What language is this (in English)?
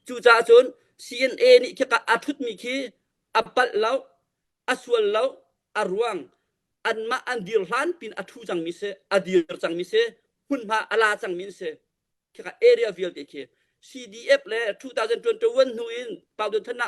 Hakha Chin